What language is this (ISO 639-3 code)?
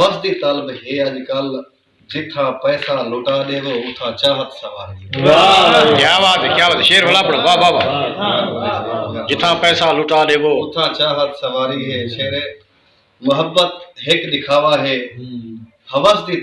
skr